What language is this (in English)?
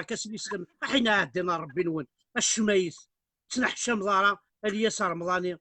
Kabyle